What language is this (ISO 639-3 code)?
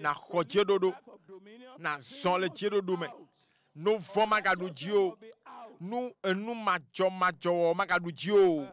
ewe